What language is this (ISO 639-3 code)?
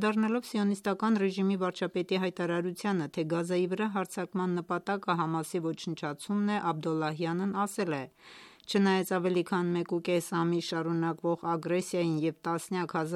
hye